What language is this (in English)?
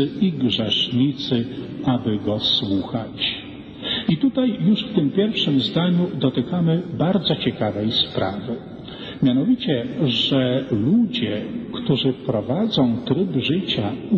Polish